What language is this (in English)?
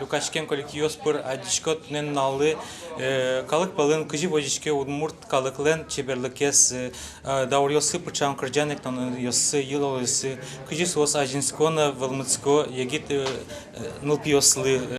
Udmurt